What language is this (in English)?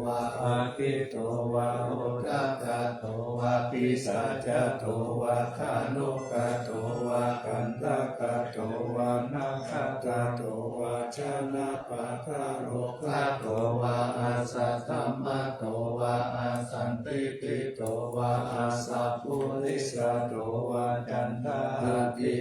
Pali